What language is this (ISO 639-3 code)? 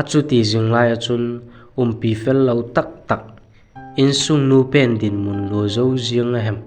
vap